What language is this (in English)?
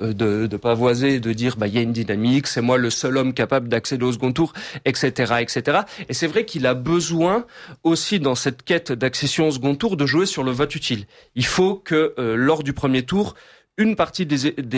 French